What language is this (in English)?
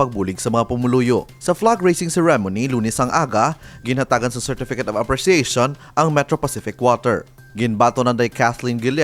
Hiligaynon